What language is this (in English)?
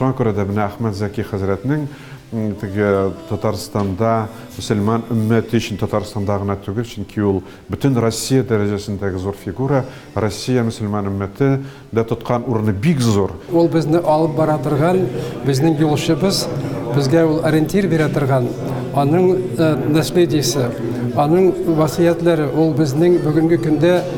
Tatar